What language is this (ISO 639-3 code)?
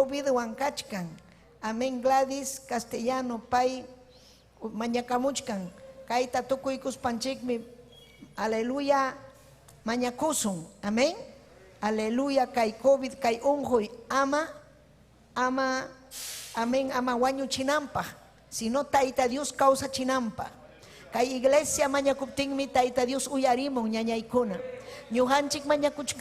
quy